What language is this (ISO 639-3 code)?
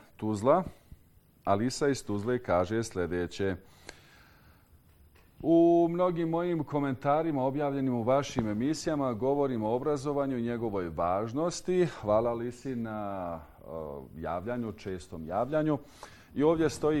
bos